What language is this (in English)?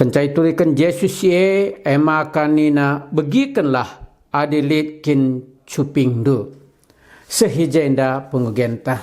Batak Karo